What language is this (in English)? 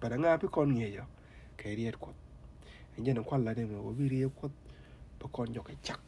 Nuer